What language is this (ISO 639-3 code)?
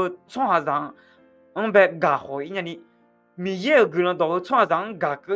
ahk